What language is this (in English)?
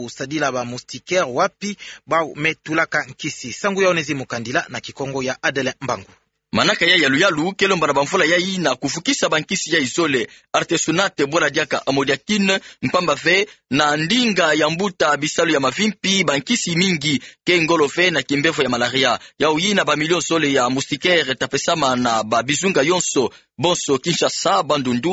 Kituba (Democratic Republic of Congo)